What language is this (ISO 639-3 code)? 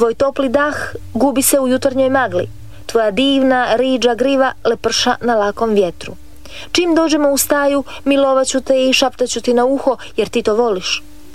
hrv